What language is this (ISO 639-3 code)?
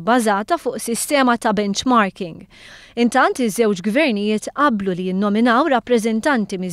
mlt